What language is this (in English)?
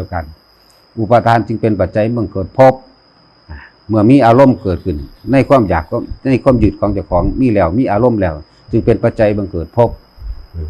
Northeastern Thai